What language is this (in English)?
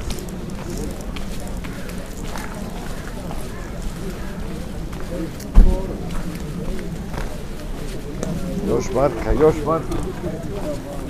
Bosnian